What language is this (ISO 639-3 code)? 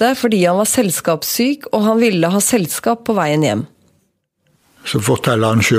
nor